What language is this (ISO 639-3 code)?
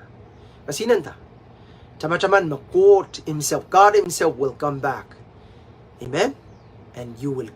pon